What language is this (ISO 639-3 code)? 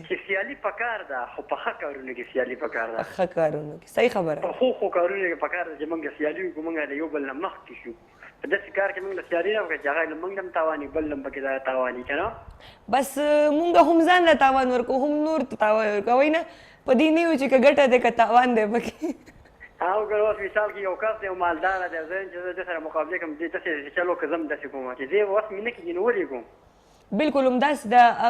pus